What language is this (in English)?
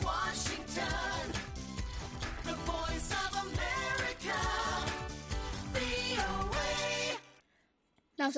Burmese